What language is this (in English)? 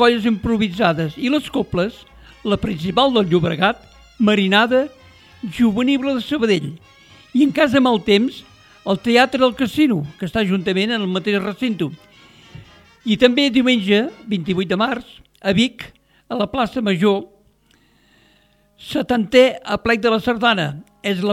Catalan